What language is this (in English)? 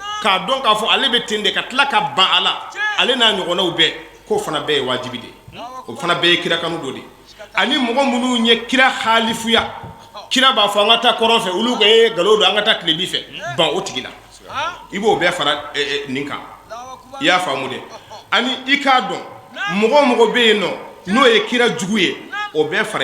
Bambara